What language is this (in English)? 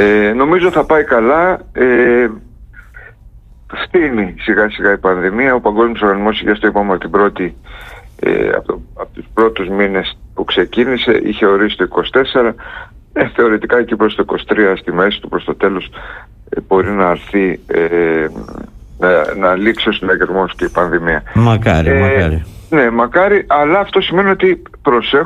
Greek